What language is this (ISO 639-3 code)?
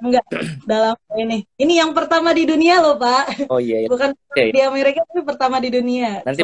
ind